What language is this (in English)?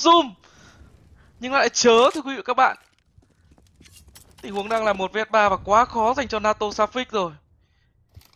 Vietnamese